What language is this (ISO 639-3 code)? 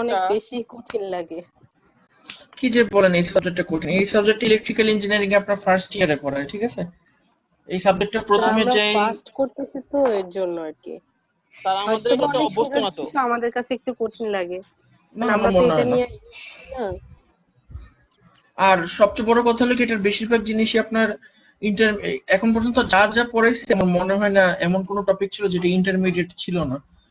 ben